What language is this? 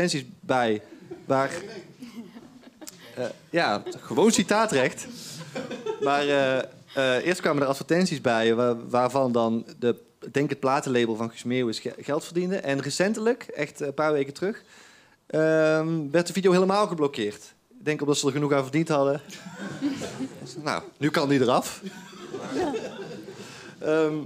Dutch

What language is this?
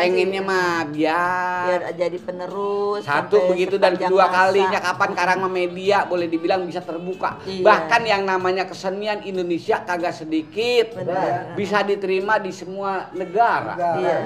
Betawi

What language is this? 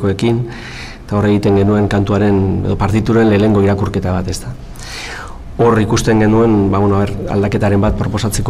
Basque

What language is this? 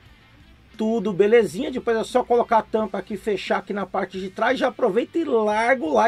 Portuguese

